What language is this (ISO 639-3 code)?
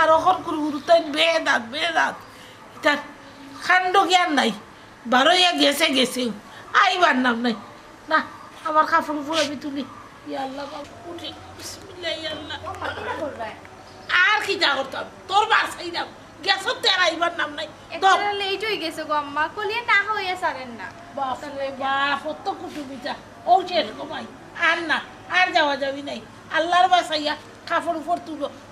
syl